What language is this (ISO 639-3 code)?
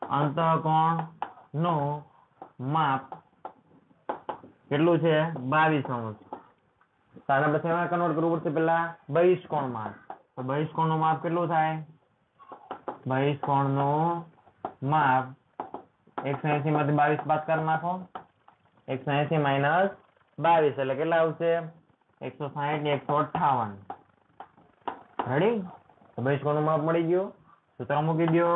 guj